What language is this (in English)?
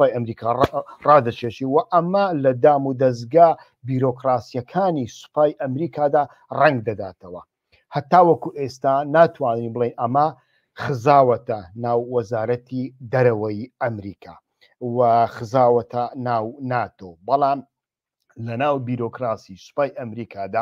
Central Kurdish